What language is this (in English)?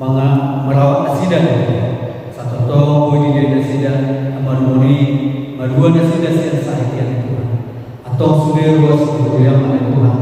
Batak Toba